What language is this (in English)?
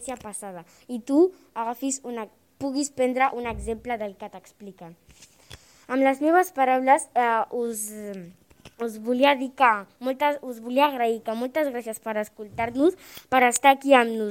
Catalan